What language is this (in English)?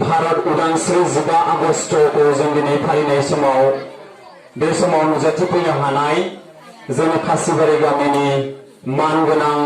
Bodo